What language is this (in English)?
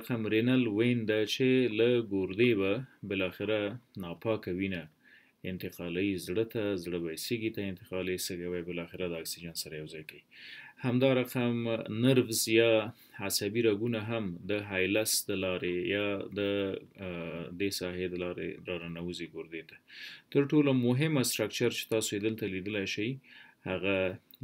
Pashto